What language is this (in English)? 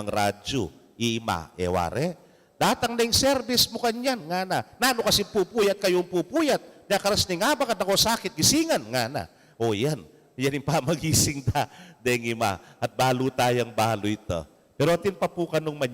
Pampanga